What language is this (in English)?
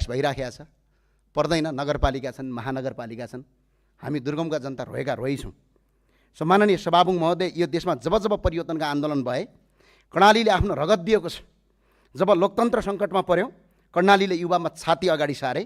Nepali